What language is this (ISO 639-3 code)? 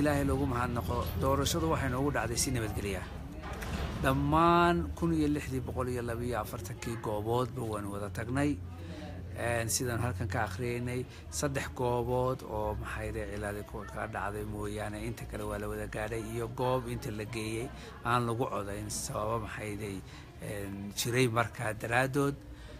som